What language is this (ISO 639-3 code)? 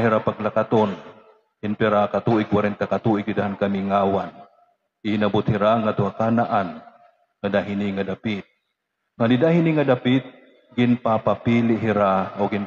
war